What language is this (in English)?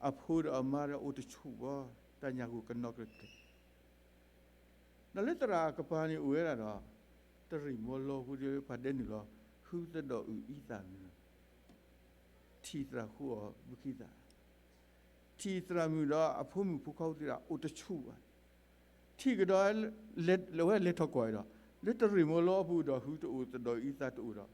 S'gaw Karen